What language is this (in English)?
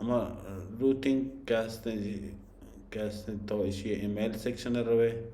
Baluchi